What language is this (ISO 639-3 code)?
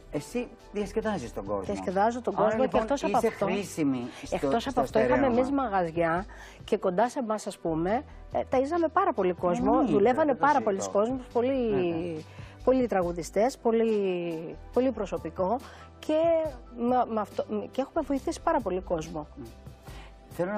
ell